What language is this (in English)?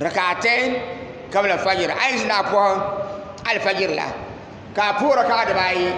Dagbani